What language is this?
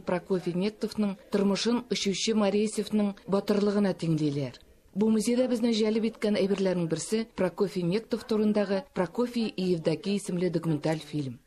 Tatar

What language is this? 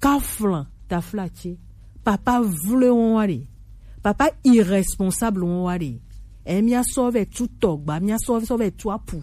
Gen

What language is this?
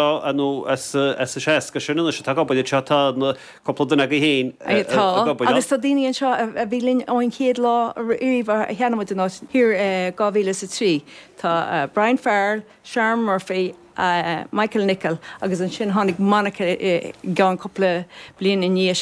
Irish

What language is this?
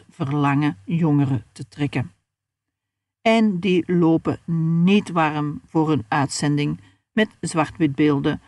Dutch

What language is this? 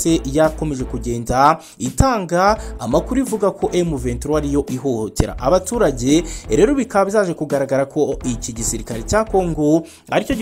Kinyarwanda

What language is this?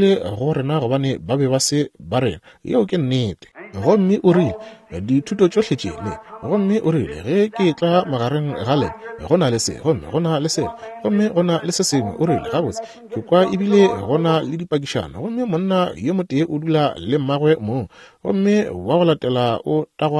Northern Sotho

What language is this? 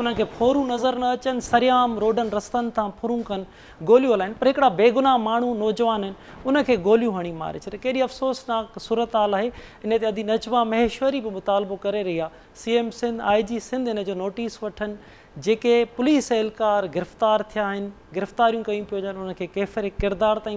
Sindhi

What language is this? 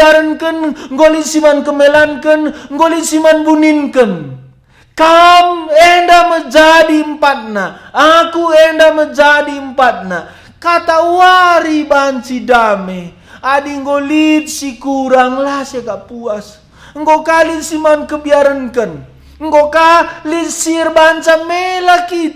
Batak Karo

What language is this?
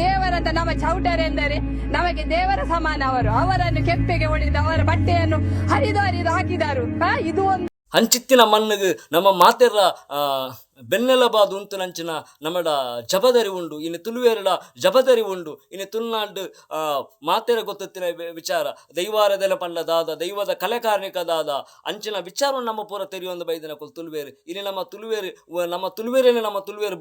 Tulu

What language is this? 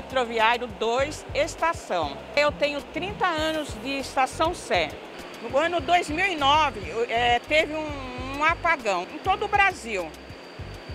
Portuguese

